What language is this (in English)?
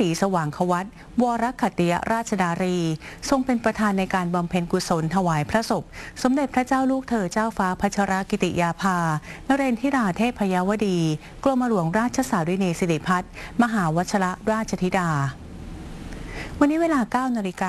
Thai